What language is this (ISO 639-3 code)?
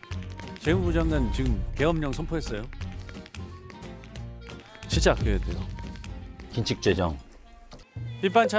kor